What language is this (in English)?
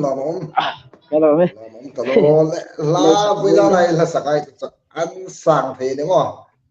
Hmar